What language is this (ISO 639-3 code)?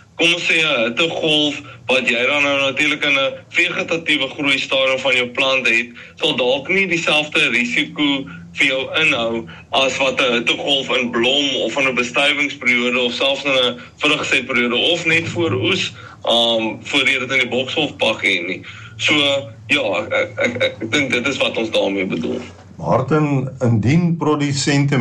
afr